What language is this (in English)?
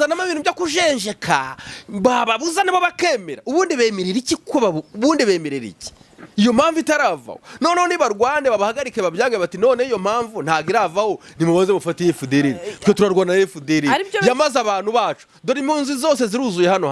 Kinyarwanda